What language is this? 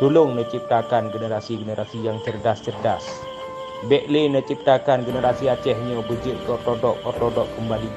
Achinese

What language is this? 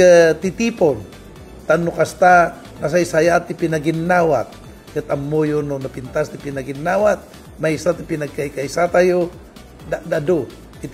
Iloko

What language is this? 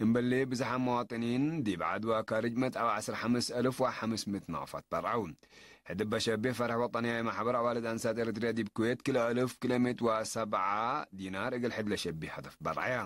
Tigre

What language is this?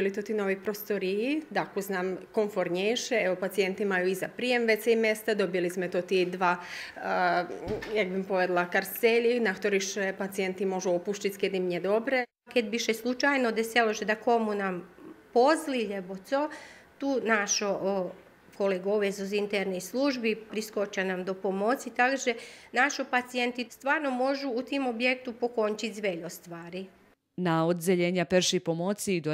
Rusyn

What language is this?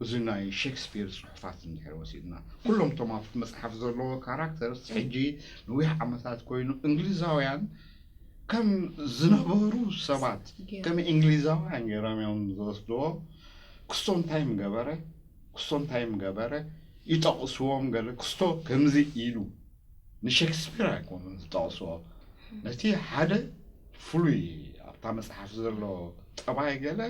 Tigrinya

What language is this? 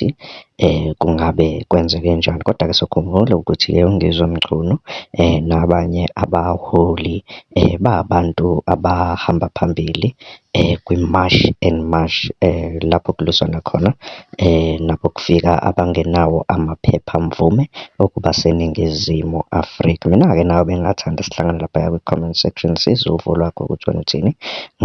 Zulu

